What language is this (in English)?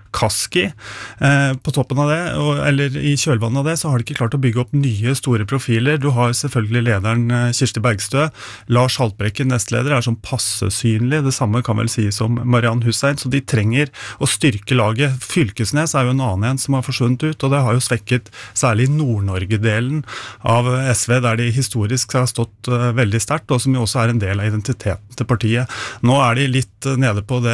Norwegian